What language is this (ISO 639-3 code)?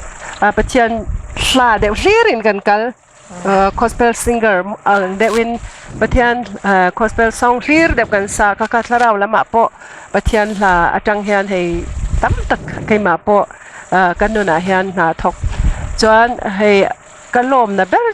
lus